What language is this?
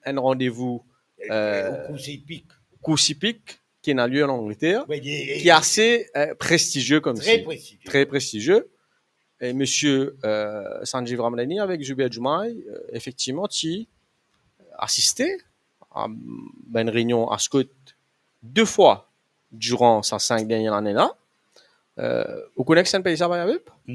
Morisyen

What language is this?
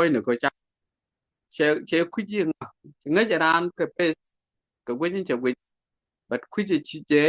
Nuer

